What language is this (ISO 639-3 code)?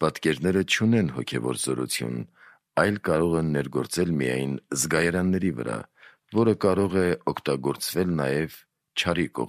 hye